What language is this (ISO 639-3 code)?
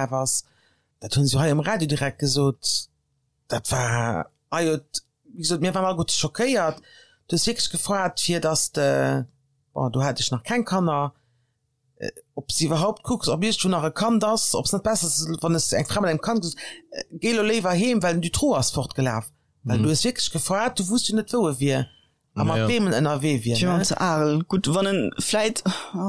ltz